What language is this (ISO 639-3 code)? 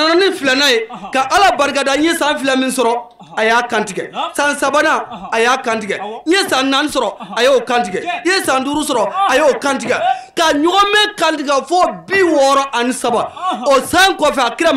bam